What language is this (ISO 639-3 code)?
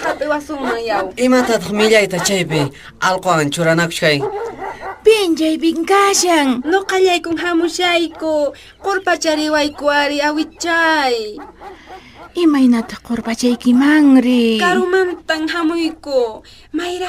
que